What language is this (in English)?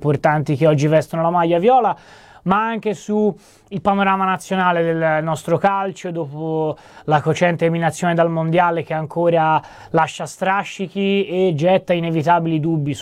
Italian